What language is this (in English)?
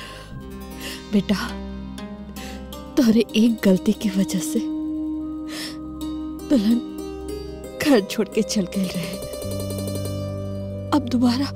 Bhojpuri